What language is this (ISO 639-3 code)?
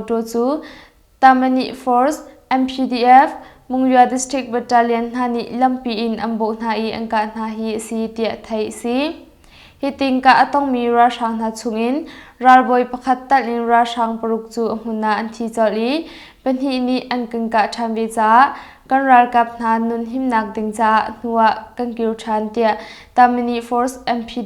cnh